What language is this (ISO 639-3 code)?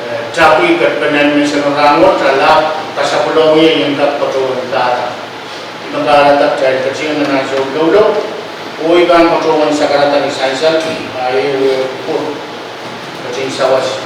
pon